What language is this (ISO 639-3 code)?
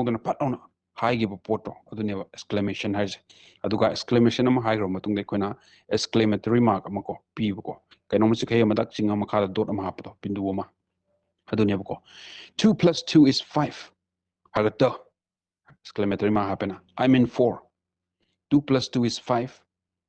mni